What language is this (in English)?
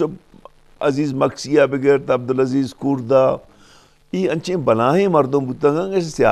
Eastern Balochi